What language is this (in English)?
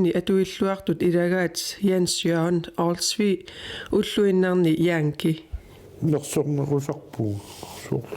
Kalaallisut